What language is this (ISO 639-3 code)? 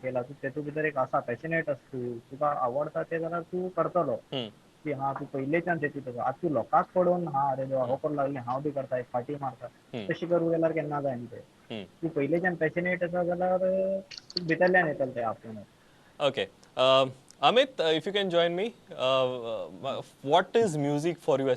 kok